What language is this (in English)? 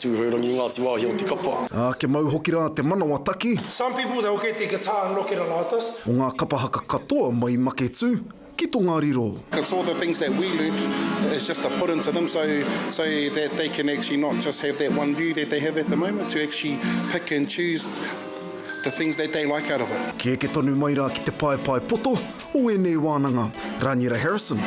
Māori